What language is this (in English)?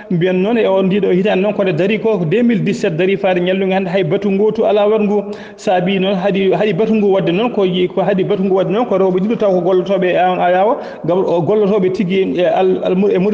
Fula